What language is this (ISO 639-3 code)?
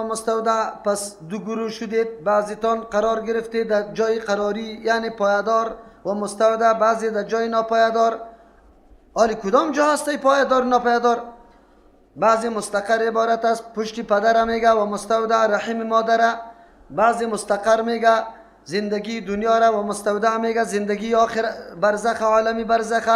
fas